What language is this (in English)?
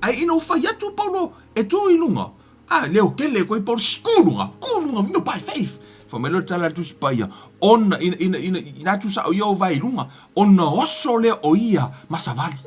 Samoan